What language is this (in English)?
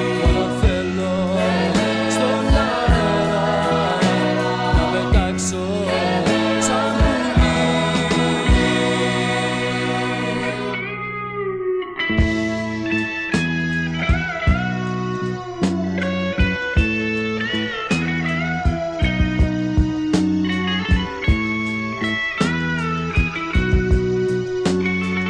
Greek